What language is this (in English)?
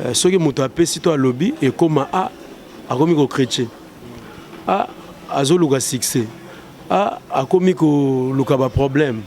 Lingala